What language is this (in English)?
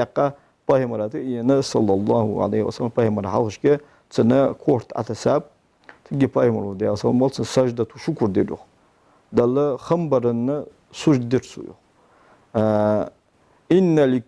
Ingush